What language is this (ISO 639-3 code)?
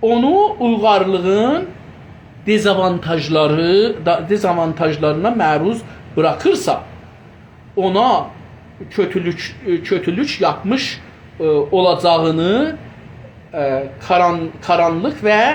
azb